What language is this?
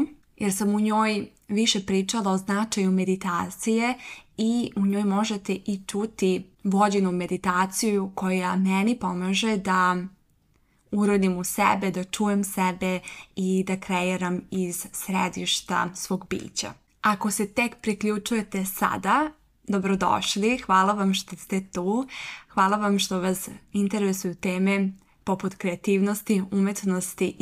Serbian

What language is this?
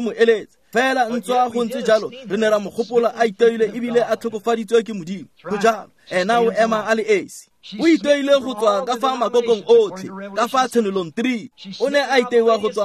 Tswana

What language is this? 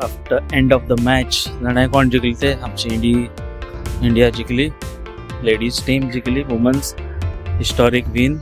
Konkani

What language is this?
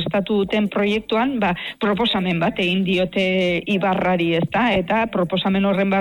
Basque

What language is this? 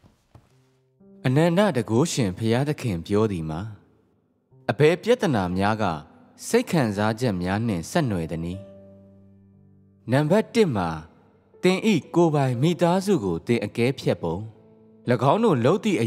Burmese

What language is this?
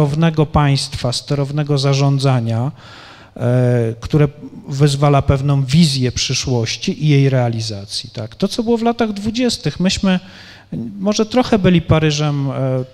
Polish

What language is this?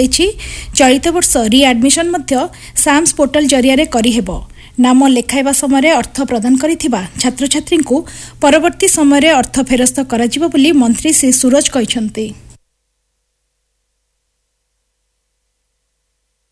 Odia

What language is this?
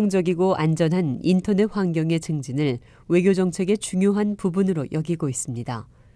Korean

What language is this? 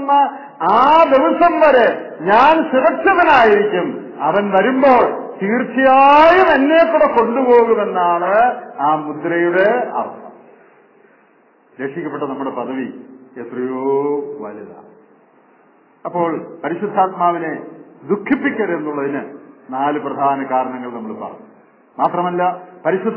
Malayalam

